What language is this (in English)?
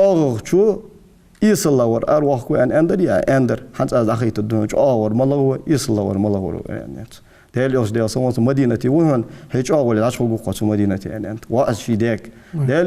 Ingush